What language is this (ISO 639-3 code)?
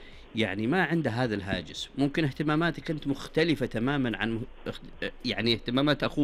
ars